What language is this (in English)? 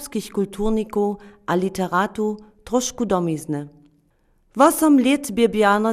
Upper Sorbian